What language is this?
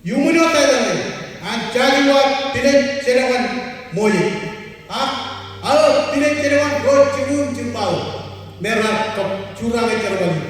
Marshallese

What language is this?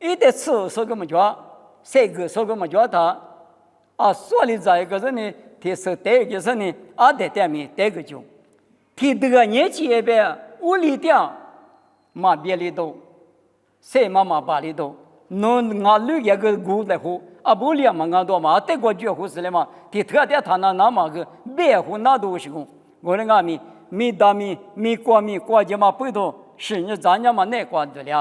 Lisu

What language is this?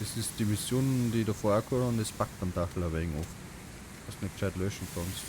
Bavarian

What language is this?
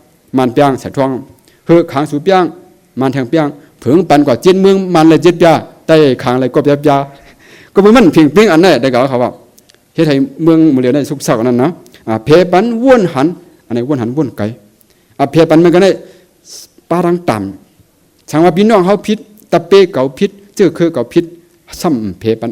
Shan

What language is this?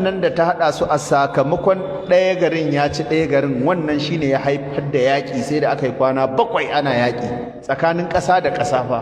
Hausa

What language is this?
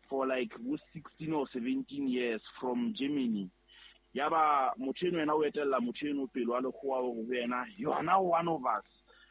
Southern Sotho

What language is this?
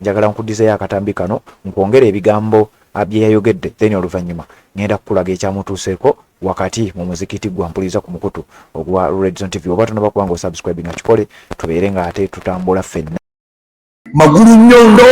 Ganda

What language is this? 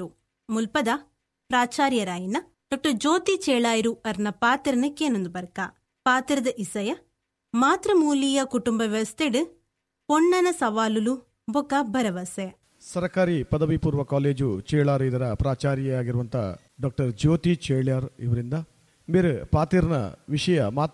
Tulu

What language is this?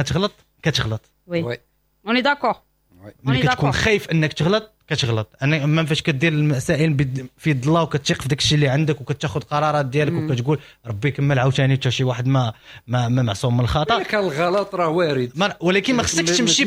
Moroccan Arabic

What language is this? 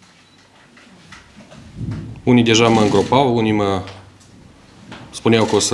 Romanian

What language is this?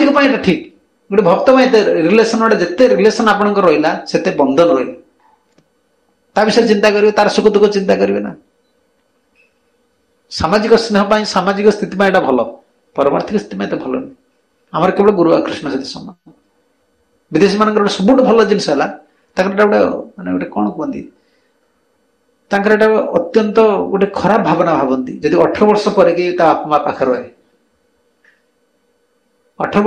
Odia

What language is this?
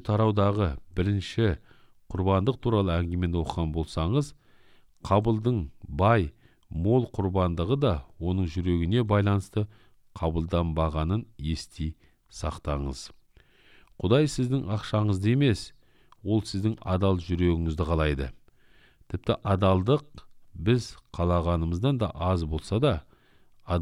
Kazakh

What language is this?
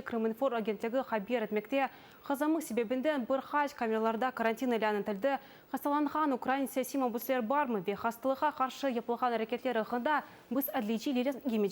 Crimean Tatar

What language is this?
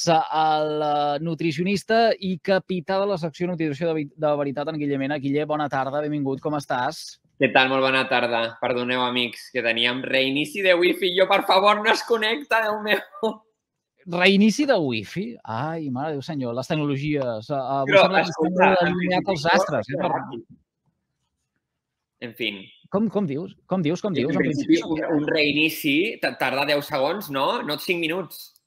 Catalan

